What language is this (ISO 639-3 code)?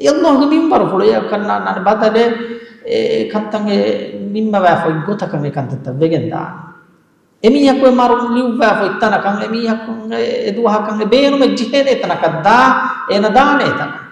div